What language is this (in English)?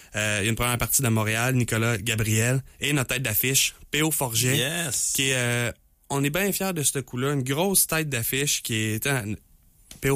French